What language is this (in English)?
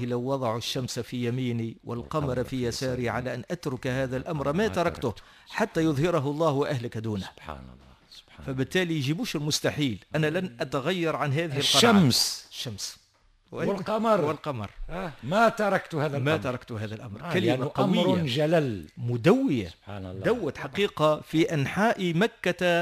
Tunisian Arabic